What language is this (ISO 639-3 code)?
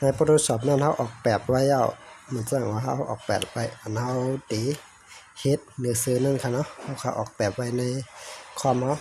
shn